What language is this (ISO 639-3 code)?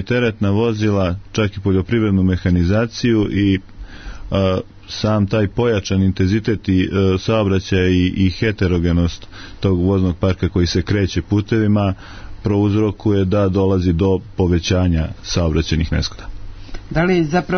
srp